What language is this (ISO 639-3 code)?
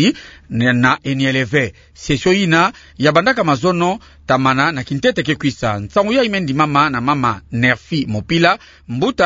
ktu